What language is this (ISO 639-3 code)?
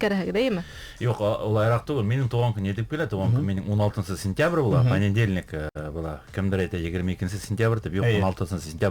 bak